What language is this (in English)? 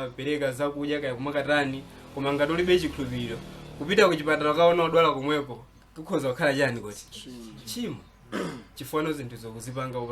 Nyanja